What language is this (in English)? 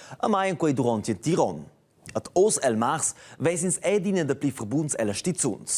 Romansh